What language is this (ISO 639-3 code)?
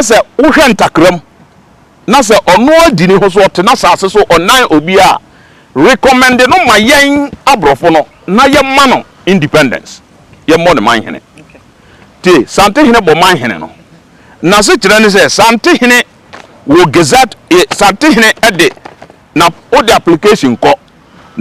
aka